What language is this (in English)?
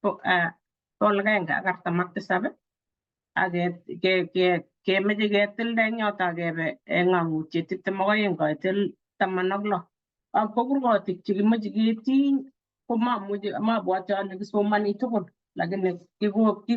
Kalenjin